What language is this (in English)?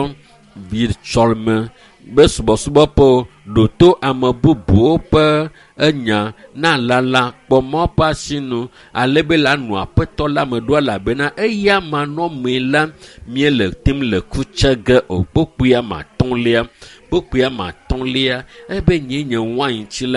Ewe